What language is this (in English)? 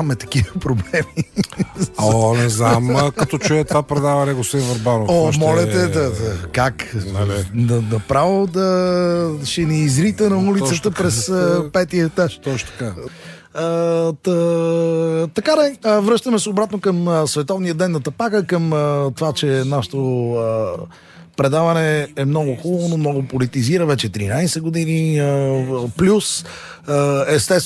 Bulgarian